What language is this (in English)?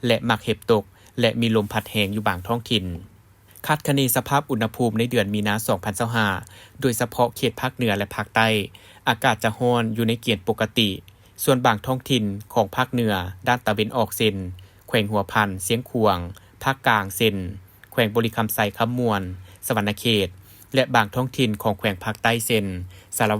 Lao